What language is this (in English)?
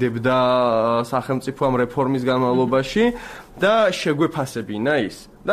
Georgian